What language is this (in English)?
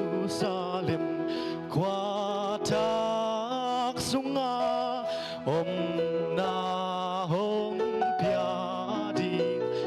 Hakha Chin